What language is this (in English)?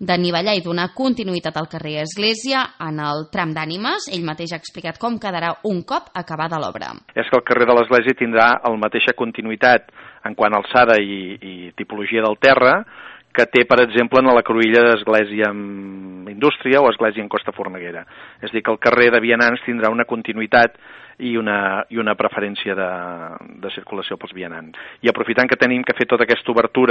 Catalan